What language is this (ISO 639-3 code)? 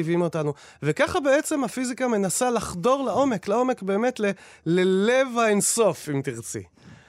heb